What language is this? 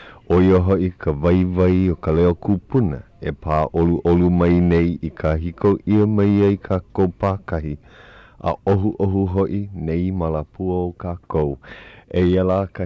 Hawaiian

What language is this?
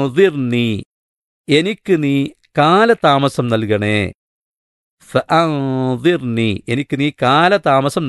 Malayalam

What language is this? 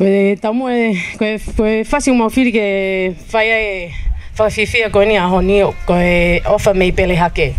Tongan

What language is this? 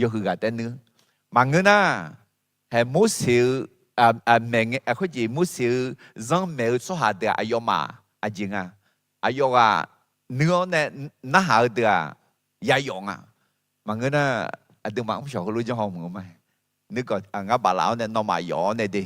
Akha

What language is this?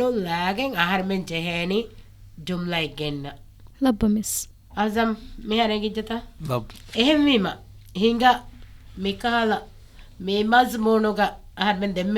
Divehi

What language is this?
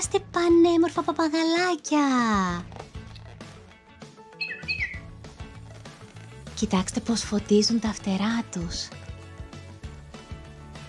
Greek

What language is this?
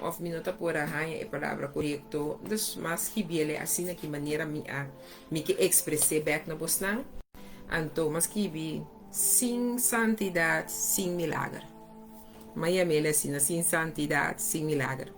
Papiamento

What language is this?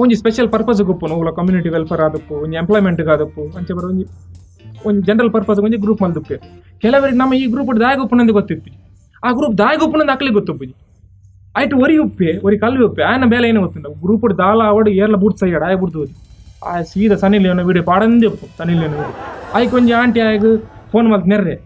Tulu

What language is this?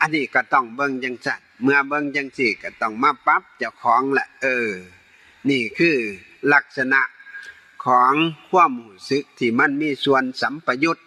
Northeastern Thai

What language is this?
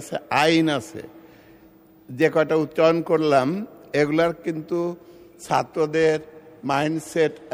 Bangla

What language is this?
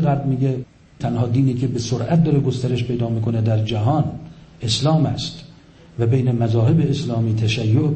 Persian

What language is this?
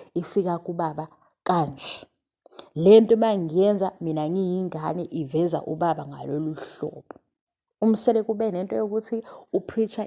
Zulu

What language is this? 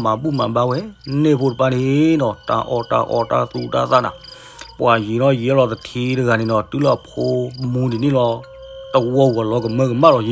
S'gaw Karen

